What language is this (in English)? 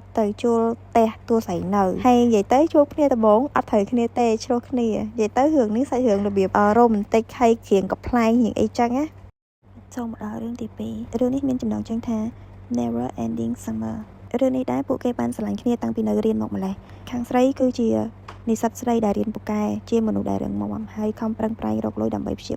Khmer